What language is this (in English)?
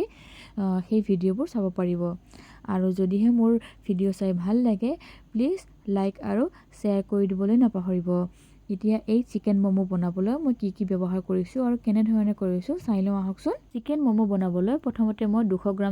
Assamese